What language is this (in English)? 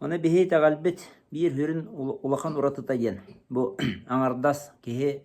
Yakut